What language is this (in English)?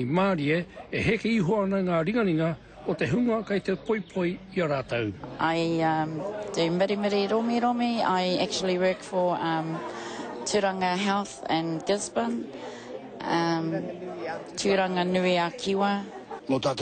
Māori